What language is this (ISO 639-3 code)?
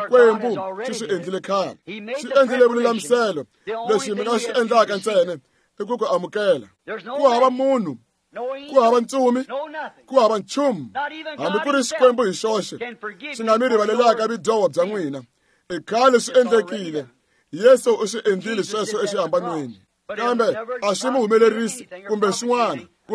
tso